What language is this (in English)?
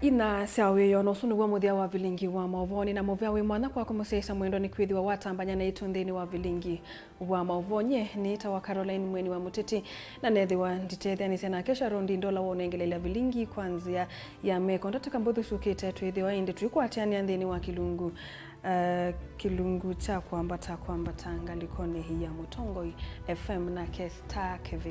Kamba